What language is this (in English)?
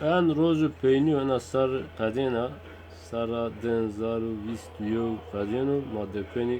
Zaza